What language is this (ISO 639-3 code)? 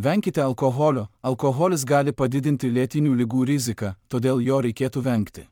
lit